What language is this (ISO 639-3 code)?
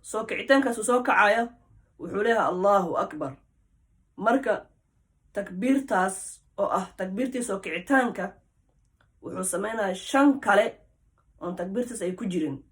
som